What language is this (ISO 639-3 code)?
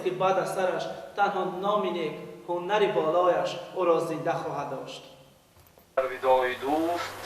tgk